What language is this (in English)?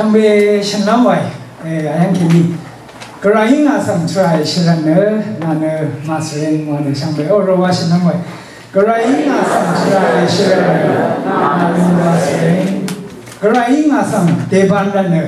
Rawang